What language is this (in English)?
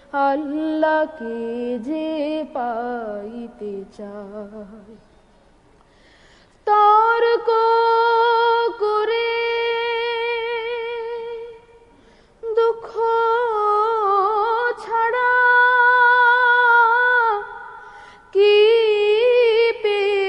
Bangla